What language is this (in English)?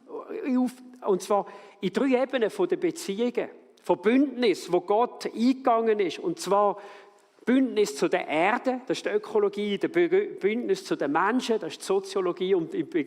Swiss German